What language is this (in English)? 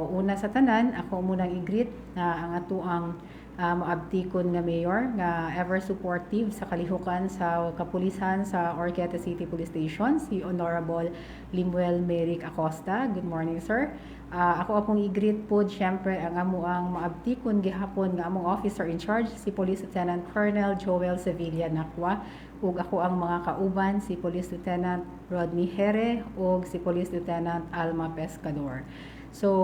Cebuano